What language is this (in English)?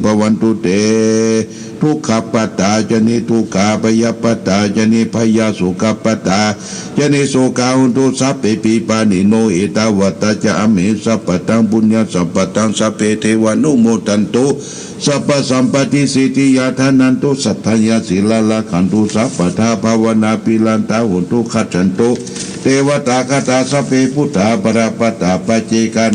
Pali